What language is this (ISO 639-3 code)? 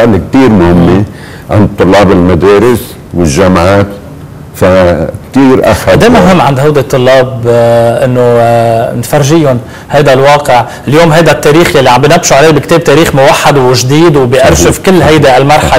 apc